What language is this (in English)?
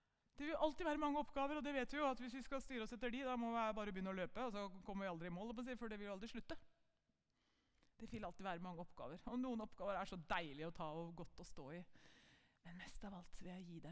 Norwegian